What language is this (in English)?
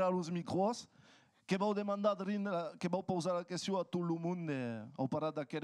Occitan